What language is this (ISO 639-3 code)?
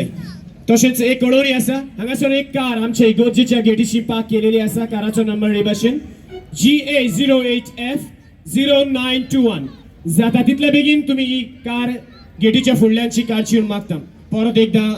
kok